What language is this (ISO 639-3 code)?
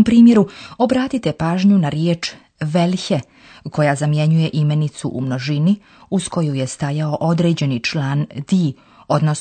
slv